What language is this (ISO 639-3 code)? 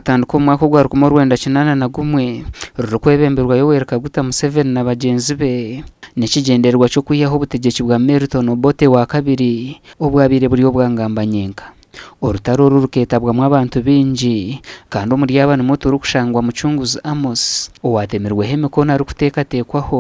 nyn